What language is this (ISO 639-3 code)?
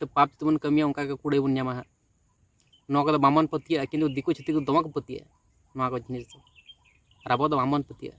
sat